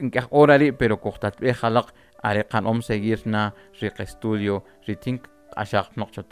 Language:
Kʼicheʼ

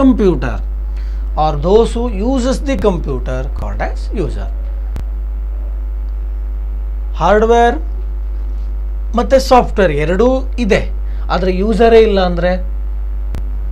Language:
Kannada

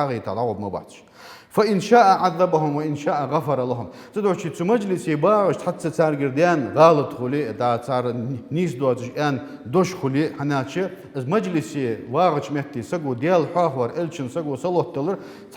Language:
Ingush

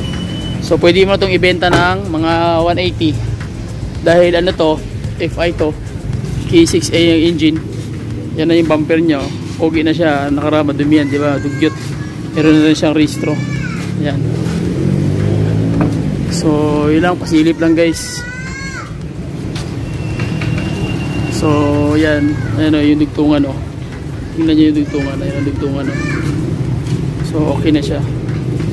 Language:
Filipino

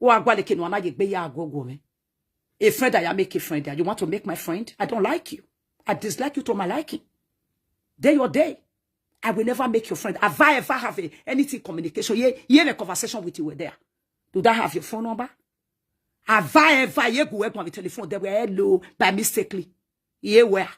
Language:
Nigerian Pidgin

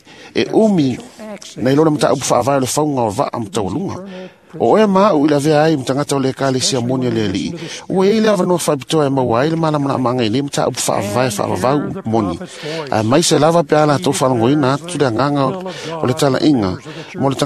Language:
Samoan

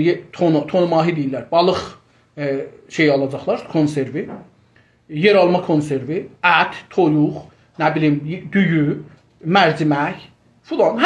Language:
South Azerbaijani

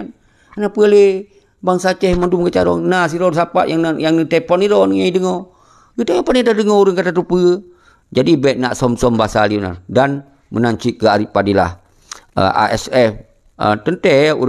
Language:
Achinese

